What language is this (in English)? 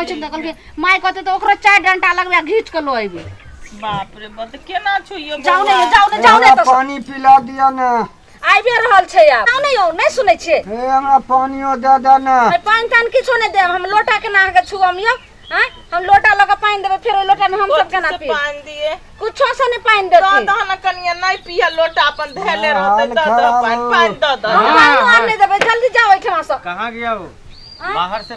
Maithili